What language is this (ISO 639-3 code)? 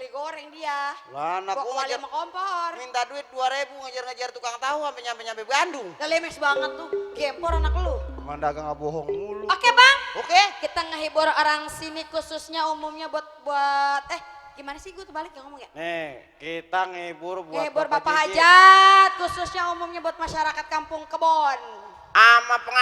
bew